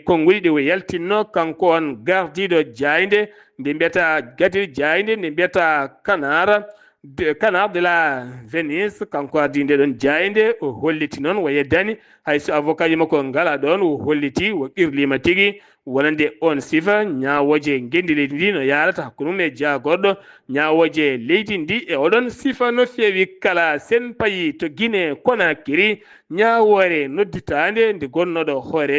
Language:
Fula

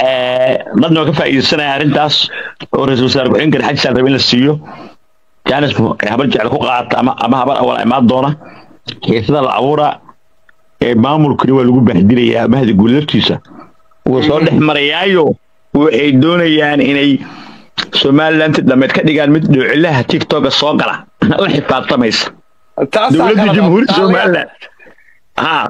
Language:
Somali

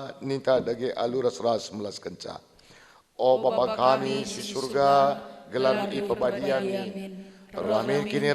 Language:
Batak Karo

